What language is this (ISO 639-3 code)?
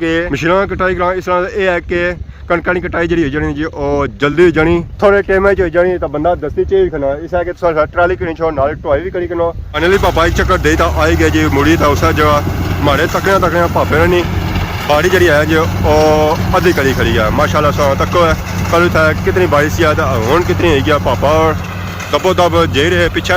phr